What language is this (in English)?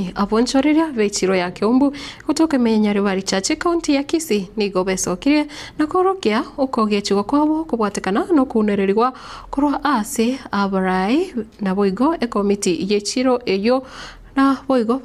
Gusii